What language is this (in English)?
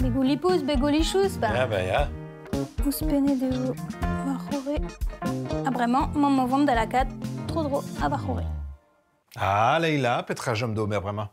Breton